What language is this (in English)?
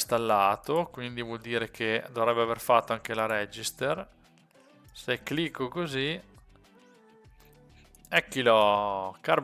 Italian